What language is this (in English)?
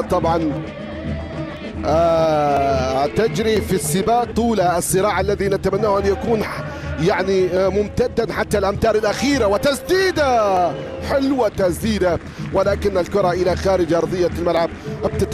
Arabic